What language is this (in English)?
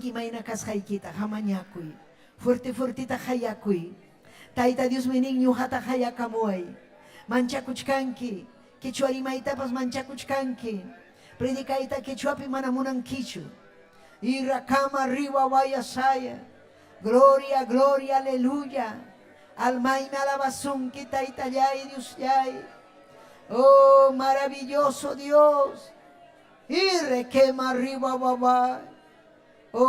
Ayacucho Quechua